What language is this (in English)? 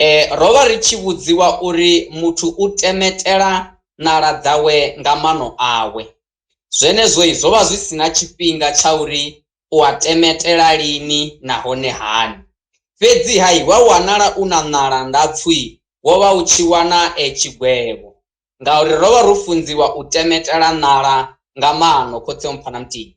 Venda